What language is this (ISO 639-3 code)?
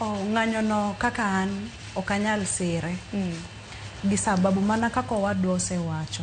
luo